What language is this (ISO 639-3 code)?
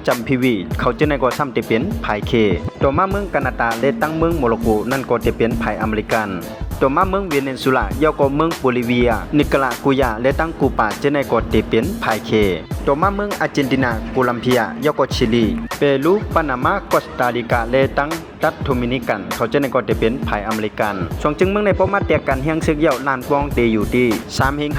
shn